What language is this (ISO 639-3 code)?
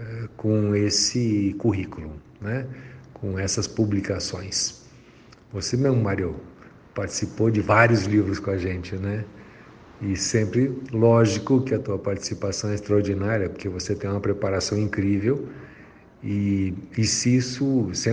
por